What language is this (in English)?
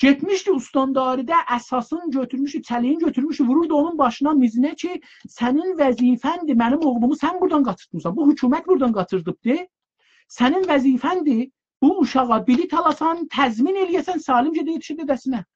South Azerbaijani